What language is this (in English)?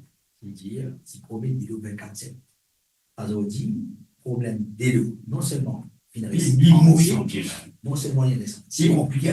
Morisyen